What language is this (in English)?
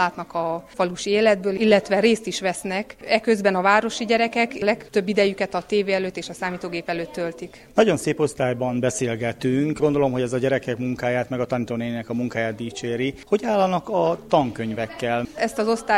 Hungarian